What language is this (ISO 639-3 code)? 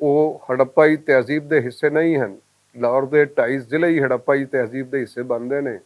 lah